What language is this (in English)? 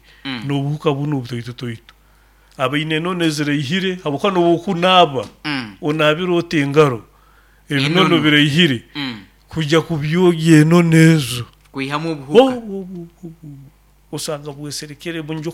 Nyoro